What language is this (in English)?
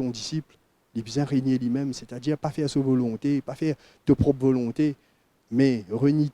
Morisyen